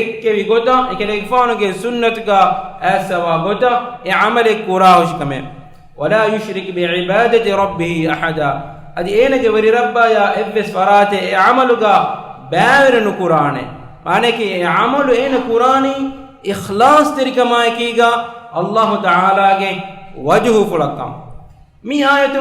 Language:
Divehi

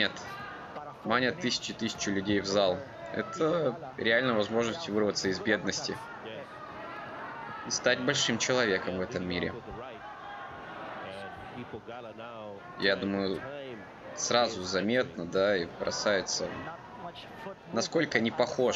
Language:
Russian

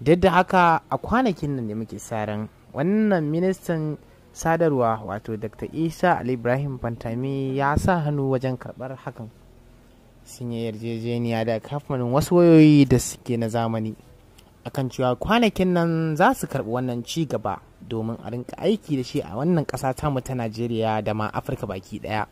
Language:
Hausa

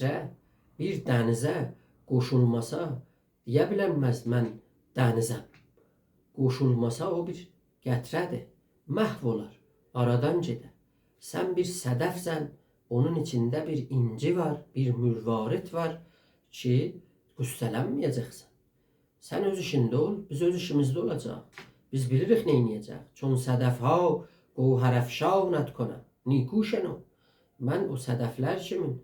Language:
South Azerbaijani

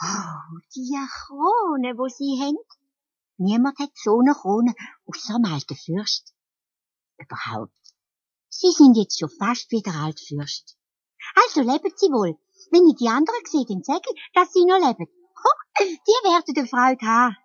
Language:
Swiss German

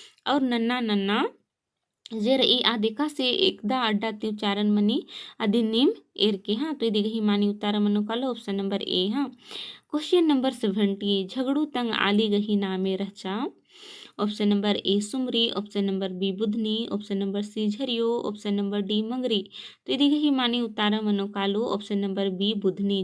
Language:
Kurukh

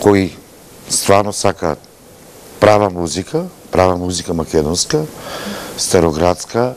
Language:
Macedonian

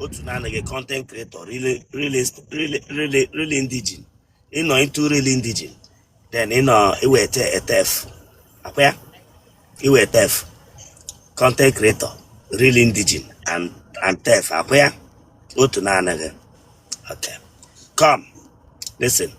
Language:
Igbo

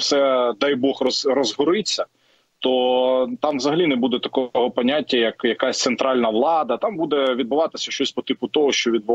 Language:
Ukrainian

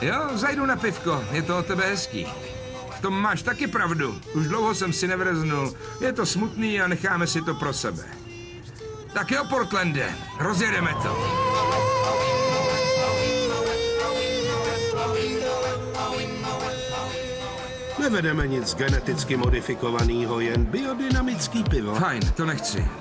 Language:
Czech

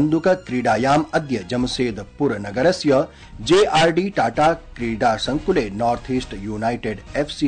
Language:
Sanskrit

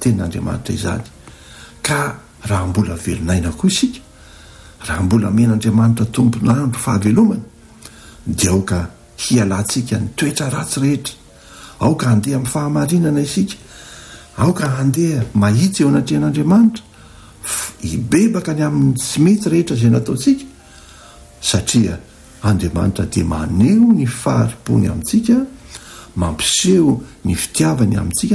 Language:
Malagasy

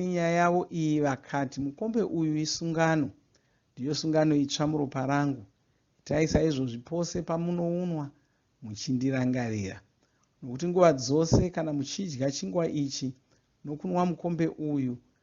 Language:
Shona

